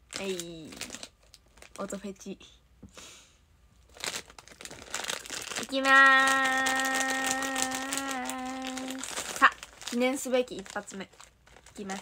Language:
Japanese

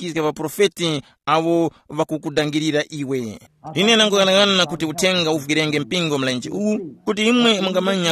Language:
Tumbuka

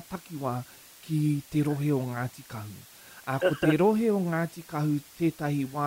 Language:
Māori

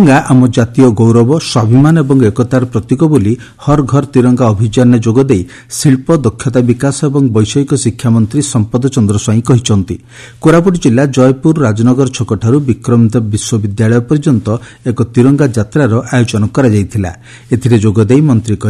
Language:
Odia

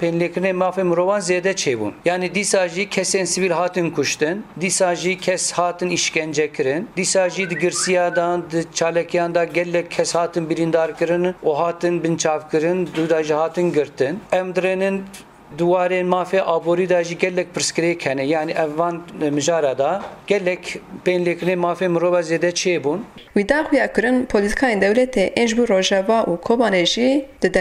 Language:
Kurdish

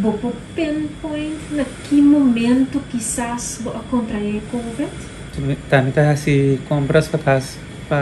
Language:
Papiamento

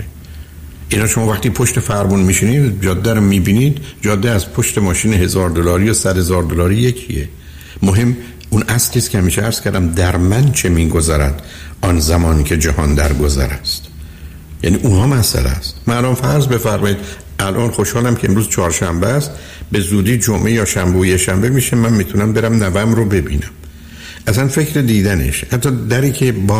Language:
Persian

